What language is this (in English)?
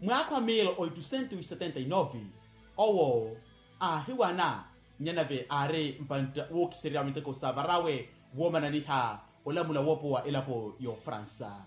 Makhuwa